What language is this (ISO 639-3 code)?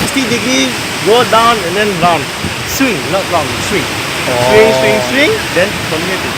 cfm